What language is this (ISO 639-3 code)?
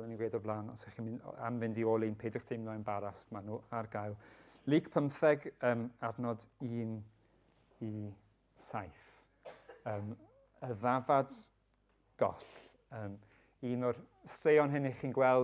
cym